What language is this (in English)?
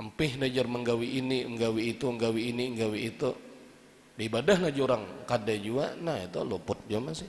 Banjar